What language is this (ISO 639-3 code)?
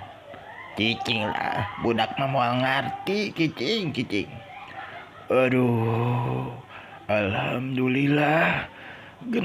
sun